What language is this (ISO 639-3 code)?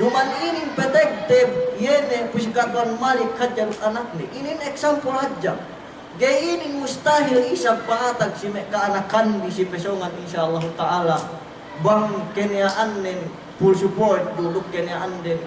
yka